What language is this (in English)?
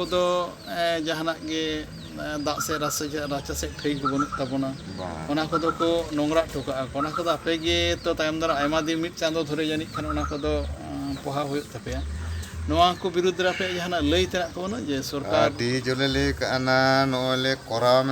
Santali